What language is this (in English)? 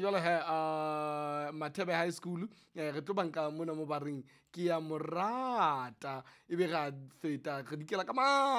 Southern Sotho